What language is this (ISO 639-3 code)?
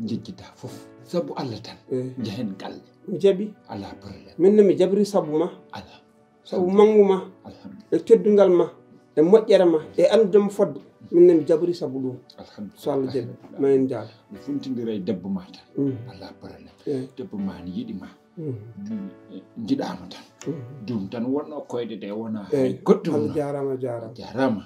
ful